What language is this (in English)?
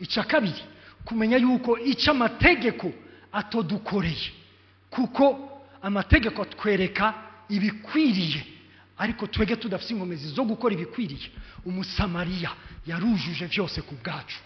Rundi